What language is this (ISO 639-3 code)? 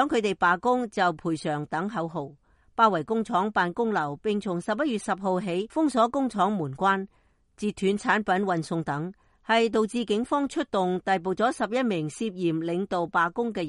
yue